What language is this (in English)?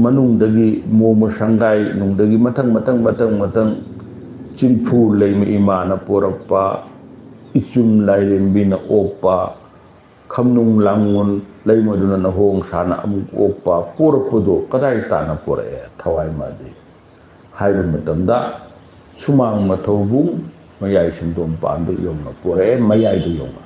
Manipuri